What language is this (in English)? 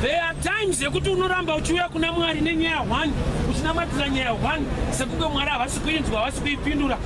Shona